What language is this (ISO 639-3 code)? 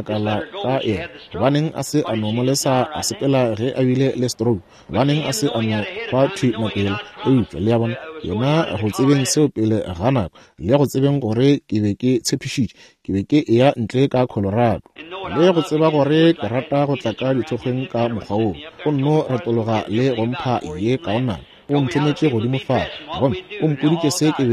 nso